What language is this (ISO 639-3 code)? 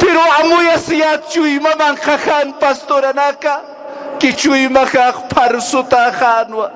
aym